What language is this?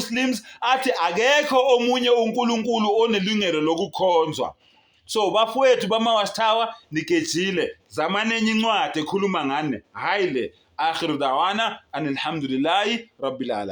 Zulu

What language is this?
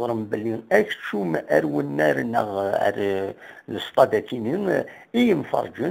Kabyle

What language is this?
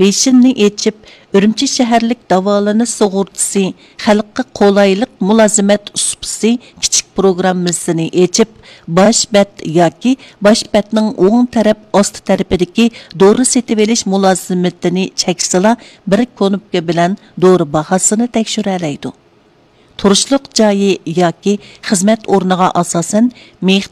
Uyghur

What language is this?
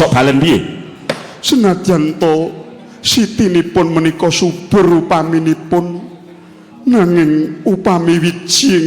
Javanese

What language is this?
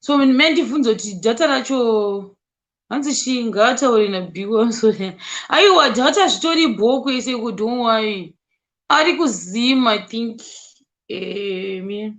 Shona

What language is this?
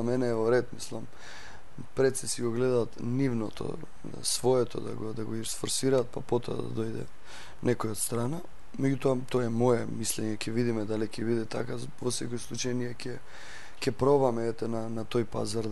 Macedonian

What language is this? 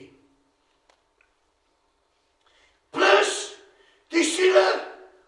Afrikaans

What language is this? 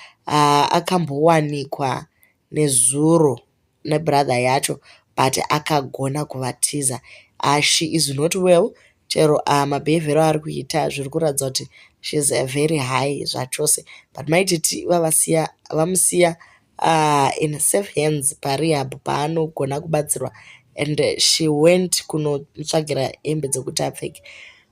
Shona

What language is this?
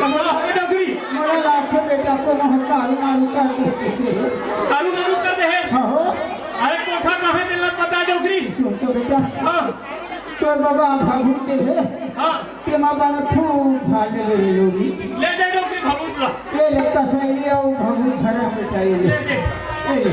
Chhattisgarhi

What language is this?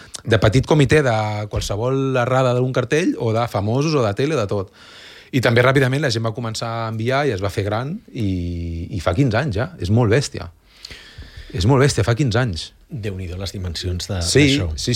Catalan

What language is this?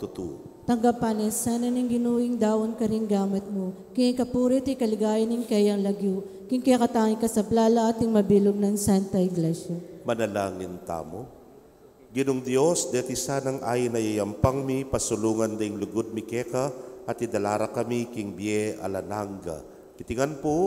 Pampanga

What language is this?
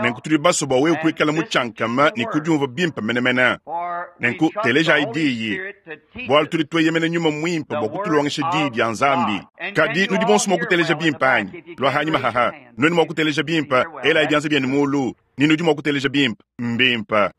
Luba-Lulua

